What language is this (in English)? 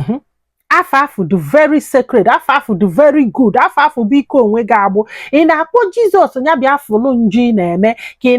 Igbo